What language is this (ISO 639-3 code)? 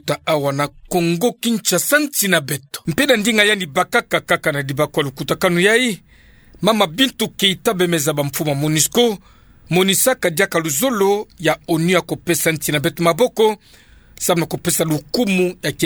ktu